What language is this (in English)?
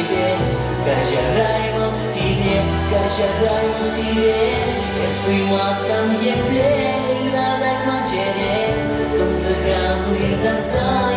Chuvash